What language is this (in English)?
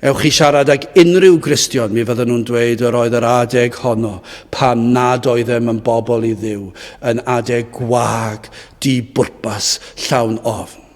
Welsh